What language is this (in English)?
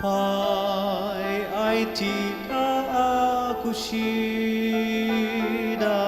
Ao Naga